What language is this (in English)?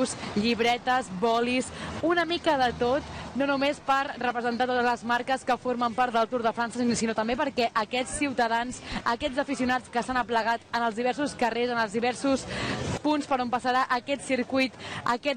Catalan